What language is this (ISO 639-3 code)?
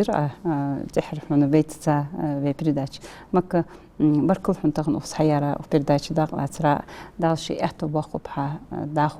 inh